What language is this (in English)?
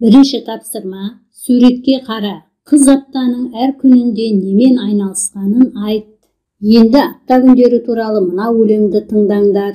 Kazakh